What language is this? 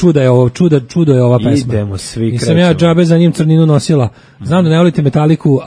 Serbian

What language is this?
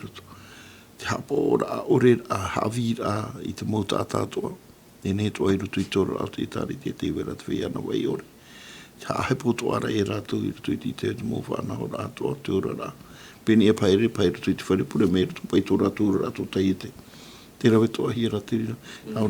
Tahitian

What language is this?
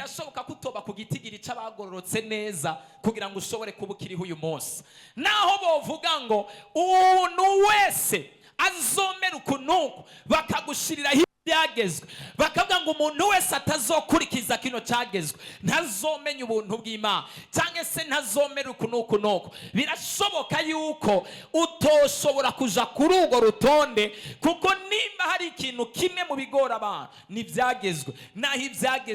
Rundi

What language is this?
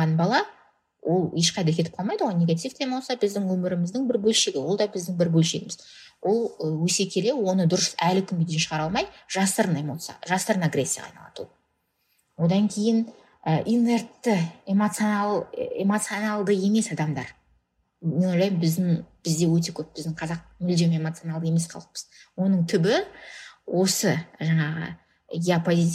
Kazakh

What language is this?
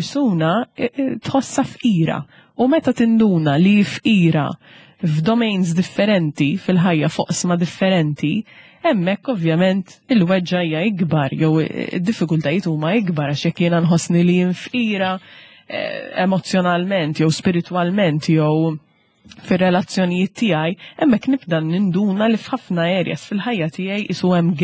Maltese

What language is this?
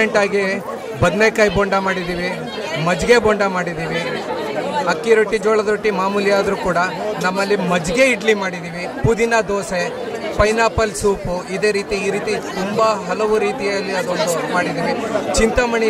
Kannada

